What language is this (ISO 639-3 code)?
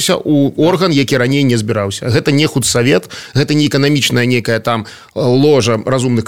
bel